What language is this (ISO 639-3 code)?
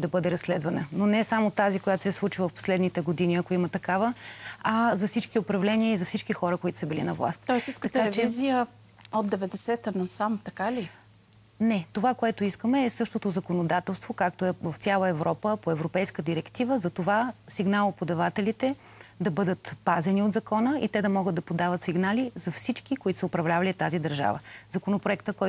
bul